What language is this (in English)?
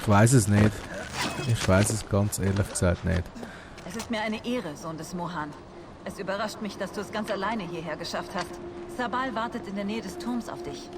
Swiss German